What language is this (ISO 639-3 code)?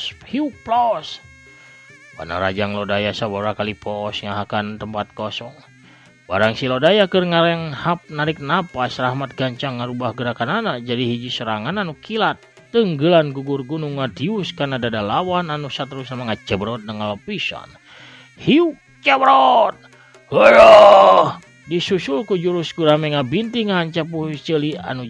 sun